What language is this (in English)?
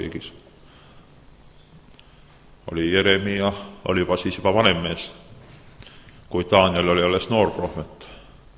Estonian